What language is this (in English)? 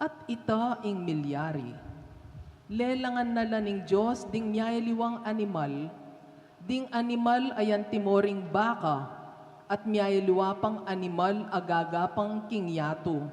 Pampanga